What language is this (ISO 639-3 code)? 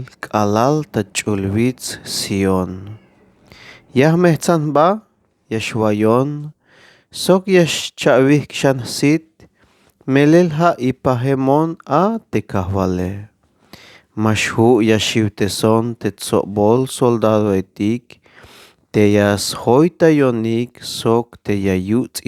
tzh